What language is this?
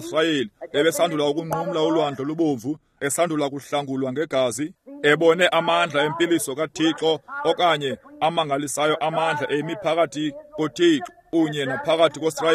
Xhosa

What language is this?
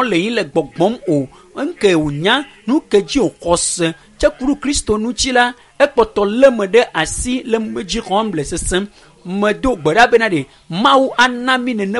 Ewe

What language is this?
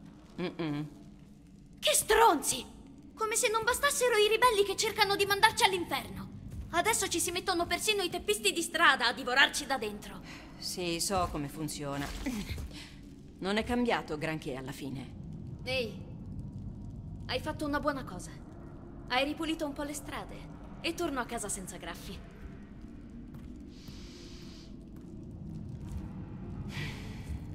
Italian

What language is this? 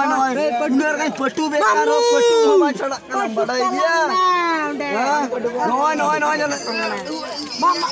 Santali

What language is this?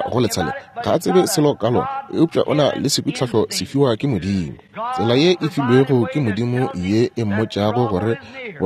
Northern Sotho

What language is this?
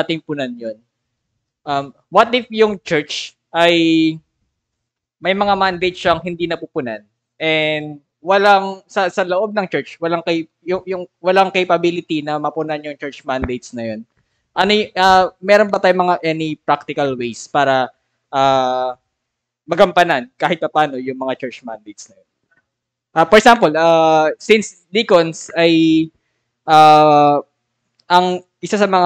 Filipino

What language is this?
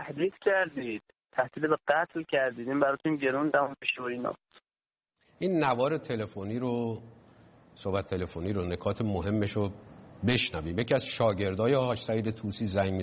Persian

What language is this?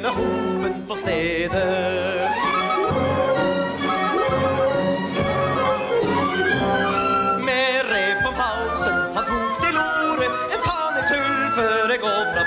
Norwegian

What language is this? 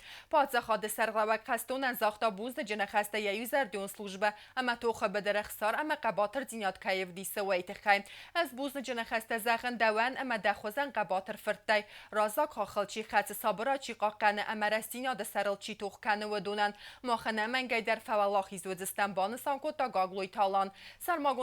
Ossetic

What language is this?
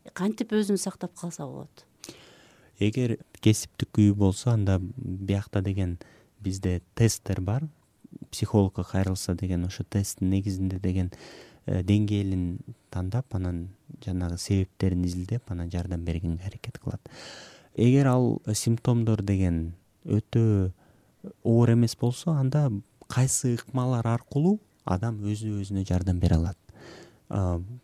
Kyrgyz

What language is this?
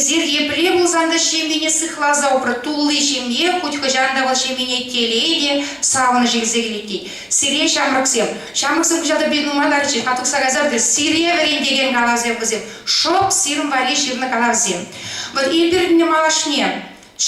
Chuvash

